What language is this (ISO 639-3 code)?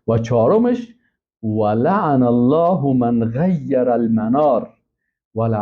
fas